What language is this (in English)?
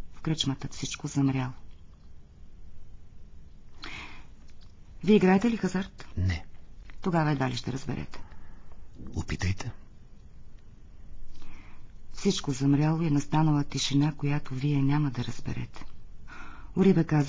Bulgarian